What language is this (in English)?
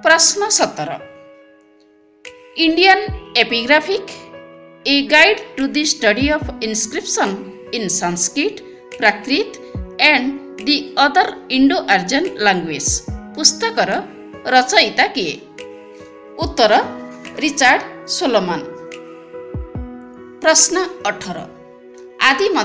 Odia